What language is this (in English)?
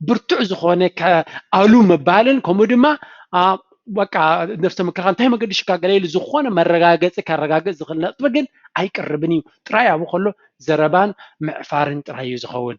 Tigrinya